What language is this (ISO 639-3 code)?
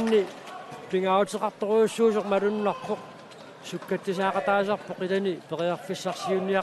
kal